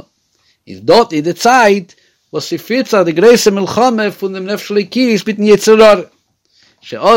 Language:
Yiddish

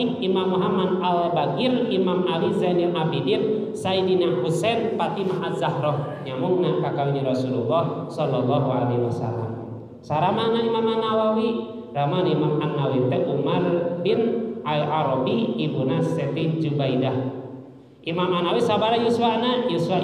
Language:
Sundanese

